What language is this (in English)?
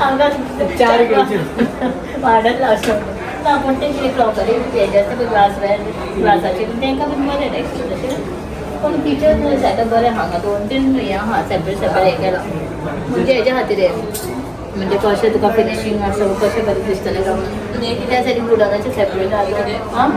Konkani